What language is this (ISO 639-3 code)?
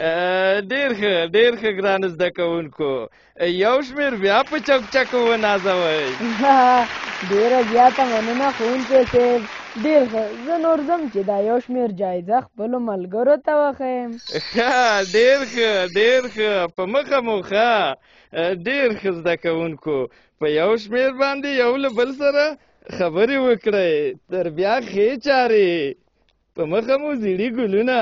pus